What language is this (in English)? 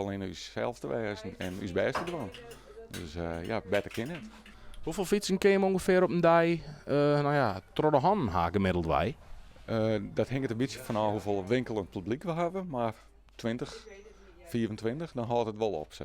Western Frisian